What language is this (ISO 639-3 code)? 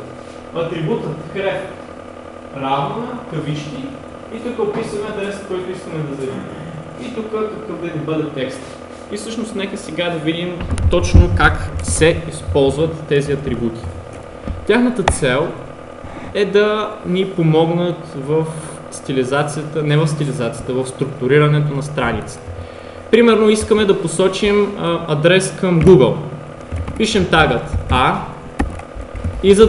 bul